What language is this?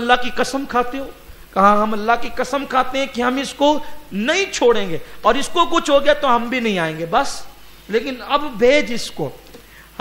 Urdu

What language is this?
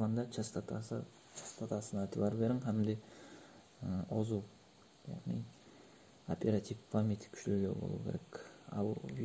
Kara-Kalpak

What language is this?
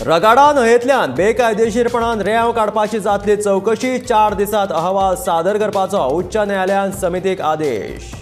Konkani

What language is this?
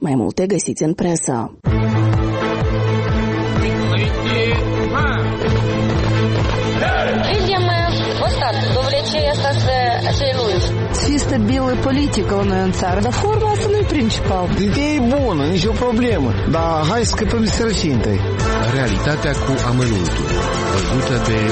Romanian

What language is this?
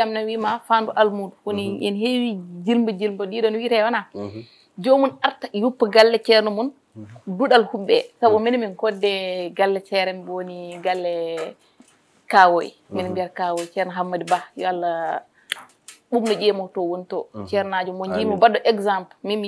Fula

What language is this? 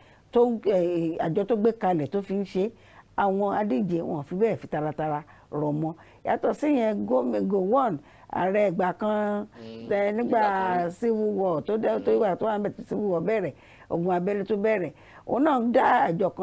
Yoruba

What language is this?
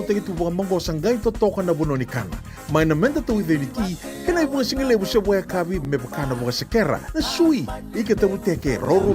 Fijian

